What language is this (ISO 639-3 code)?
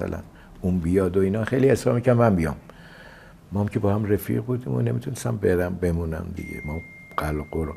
fas